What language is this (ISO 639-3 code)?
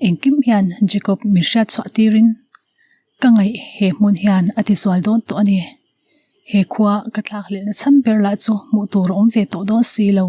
lus